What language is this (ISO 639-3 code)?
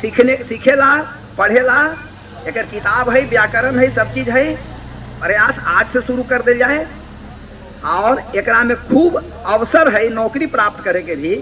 mag